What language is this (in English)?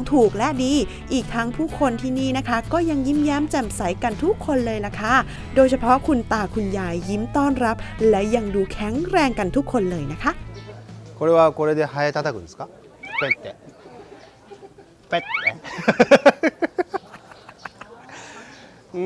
Thai